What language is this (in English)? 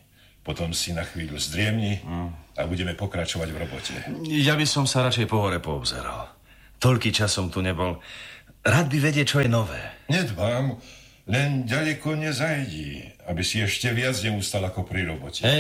Slovak